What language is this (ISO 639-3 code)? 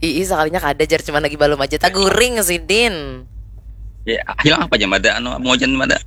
bjn